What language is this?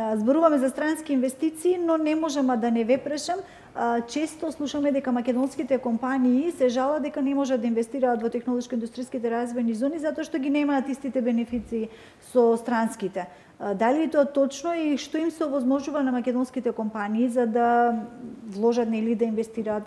Macedonian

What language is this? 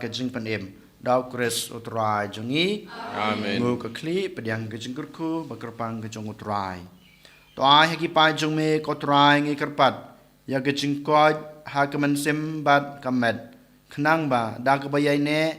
Khasi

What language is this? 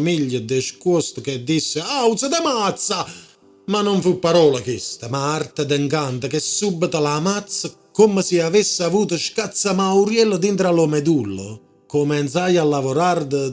Neapolitan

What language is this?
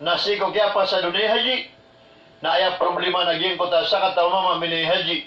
Maranao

